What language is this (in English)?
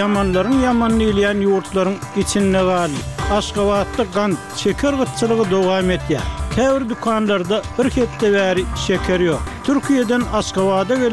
Turkmen